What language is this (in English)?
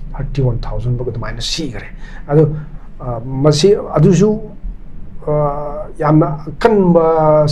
Manipuri